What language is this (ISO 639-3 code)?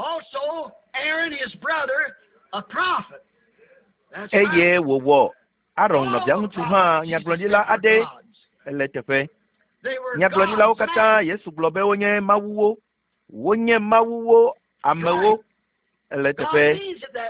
ewe